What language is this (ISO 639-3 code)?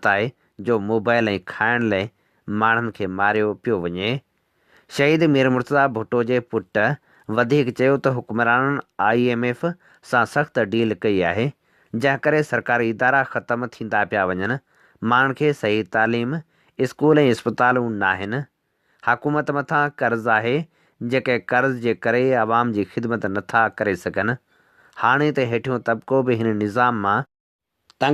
snd